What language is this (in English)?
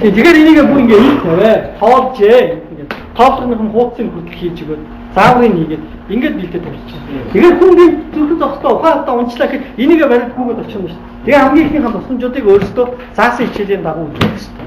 Mongolian